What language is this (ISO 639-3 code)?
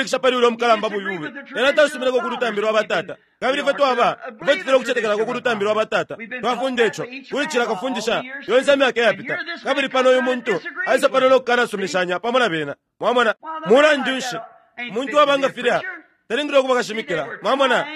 bem